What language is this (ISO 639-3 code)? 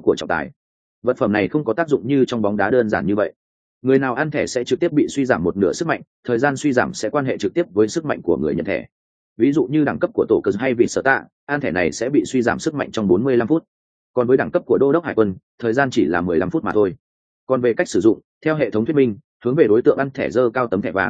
vie